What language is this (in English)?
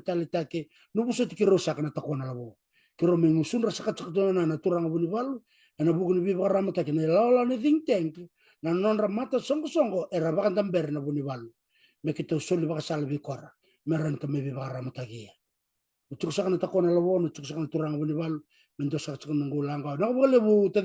Fijian